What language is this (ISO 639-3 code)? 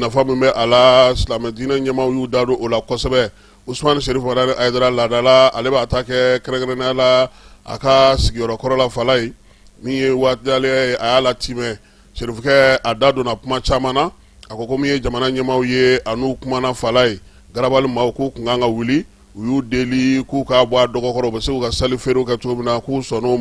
bam